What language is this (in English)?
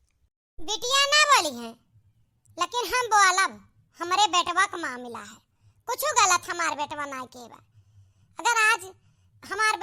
Awadhi